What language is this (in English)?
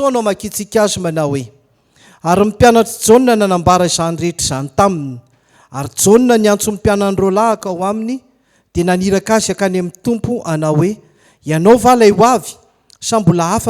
Malagasy